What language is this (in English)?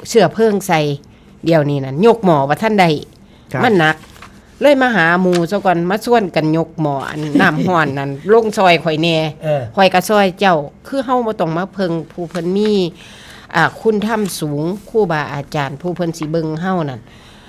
Northeastern Thai